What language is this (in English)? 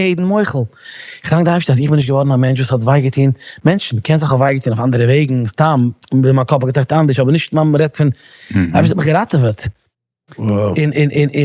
Yiddish